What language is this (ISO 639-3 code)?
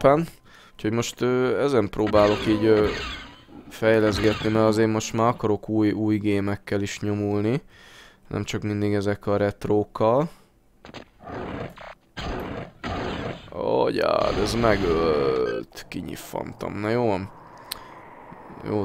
hun